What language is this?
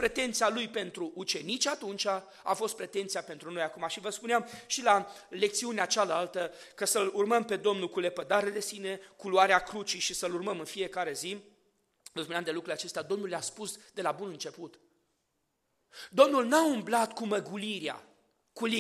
Romanian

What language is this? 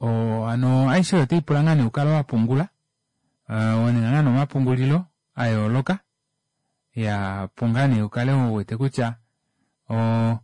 Kuanyama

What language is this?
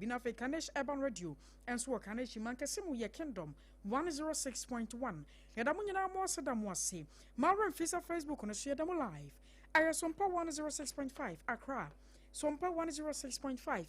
Akan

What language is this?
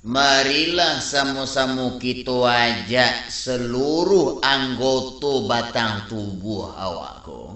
Minangkabau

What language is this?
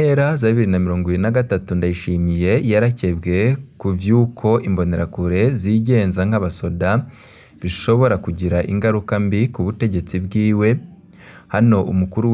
Rundi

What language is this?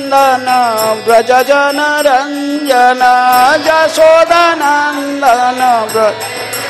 Hindi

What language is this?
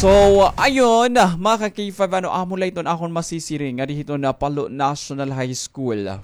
Waray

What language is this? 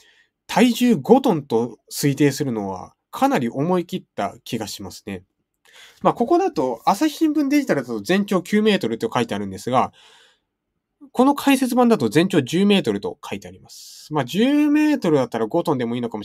Japanese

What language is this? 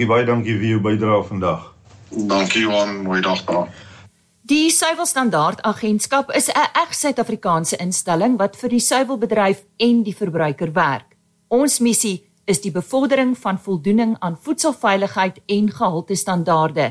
Afrikaans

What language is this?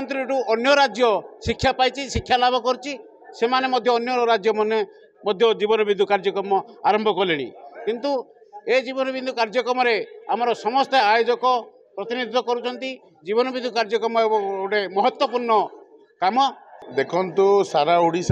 Odia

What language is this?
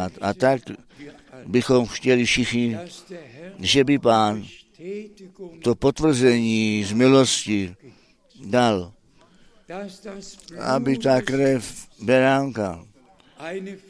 Czech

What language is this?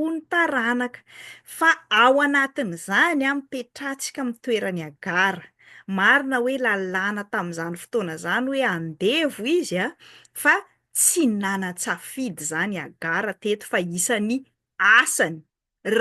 Malagasy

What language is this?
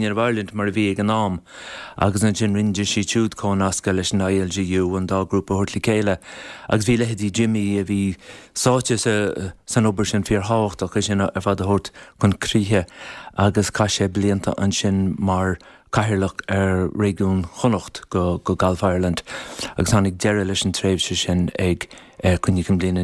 Irish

